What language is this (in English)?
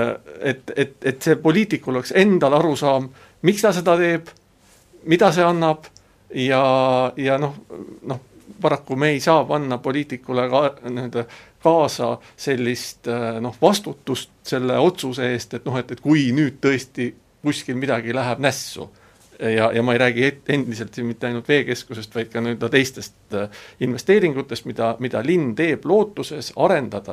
Estonian